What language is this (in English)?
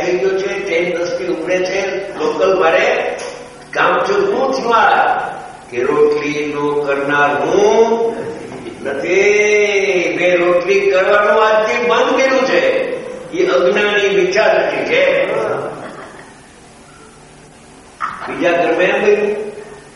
Gujarati